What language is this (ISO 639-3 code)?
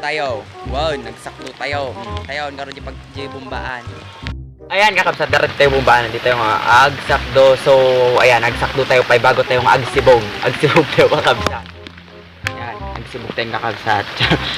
ilo